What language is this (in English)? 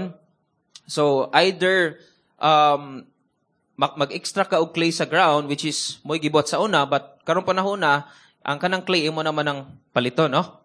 Cebuano